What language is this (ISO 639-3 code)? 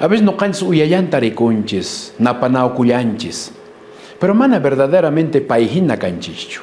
que